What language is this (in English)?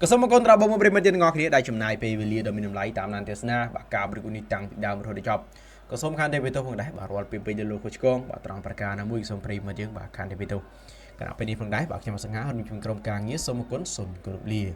Khmer